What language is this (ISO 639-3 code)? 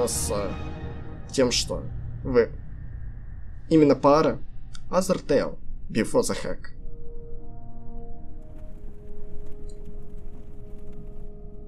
rus